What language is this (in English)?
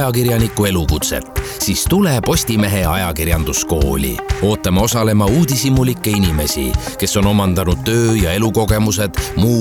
Estonian